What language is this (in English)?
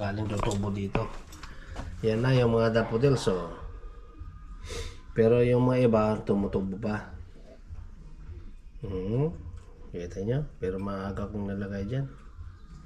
Filipino